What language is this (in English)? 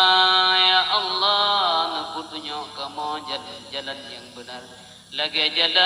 Achinese